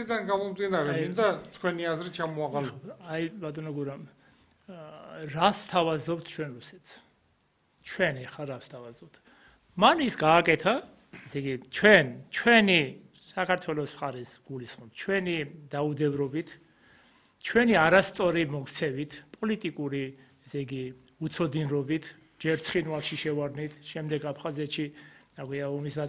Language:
Georgian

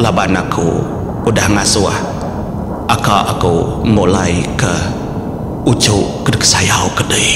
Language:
Iban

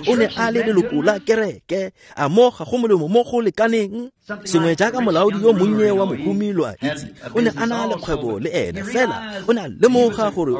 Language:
Tswana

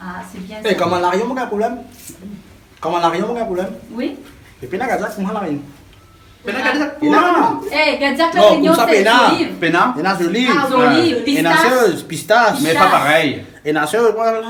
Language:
Réunion Creole French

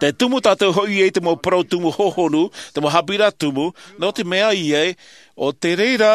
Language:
Tahitian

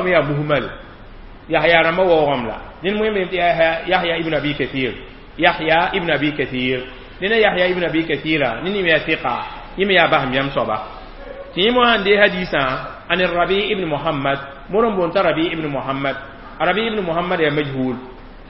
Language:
Mossi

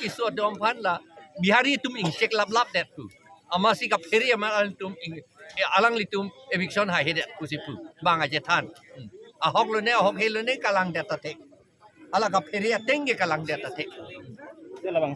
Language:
Karbi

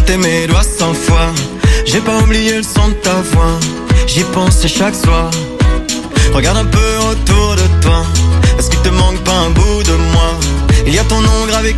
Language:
French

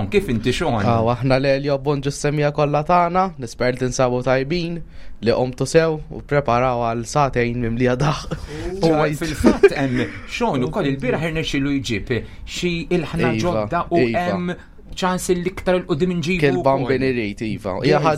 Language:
Maltese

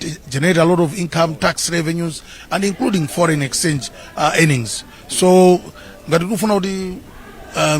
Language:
Nyanja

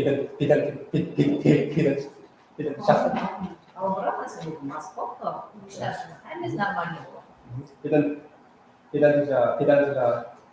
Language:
Kara-Kalpak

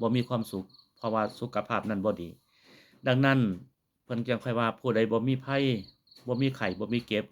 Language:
Lao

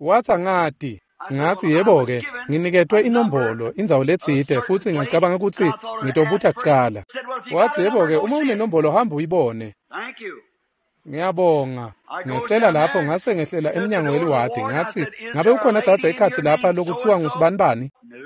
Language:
Swati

